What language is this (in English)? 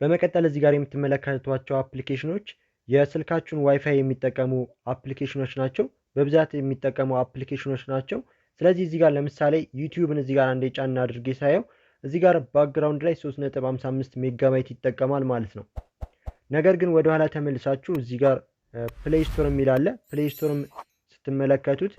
Amharic